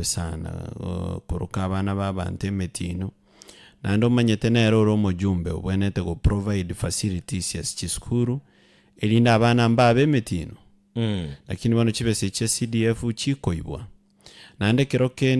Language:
Gusii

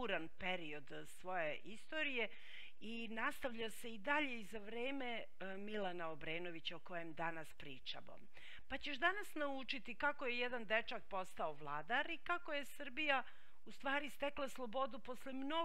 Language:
Serbian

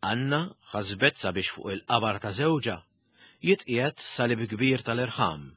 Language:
Maltese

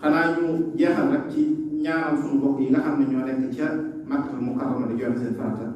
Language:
Wolof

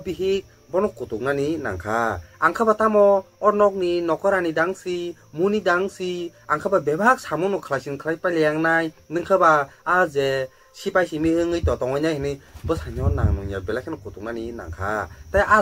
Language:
Kok Borok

